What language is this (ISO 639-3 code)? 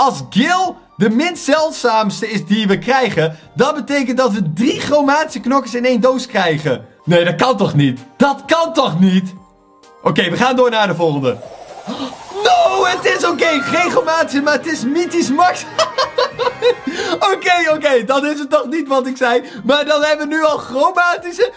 nld